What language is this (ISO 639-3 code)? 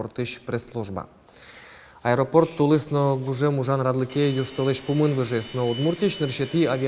udm